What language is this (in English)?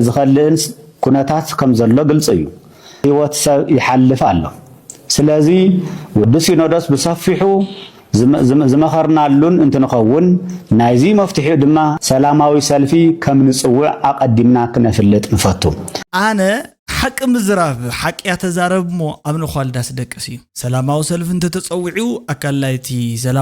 Tigrinya